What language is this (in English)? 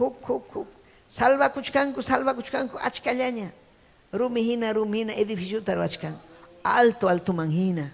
Ayacucho Quechua